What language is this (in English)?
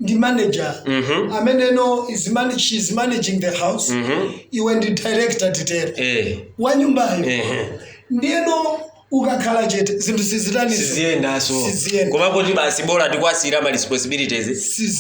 Nyanja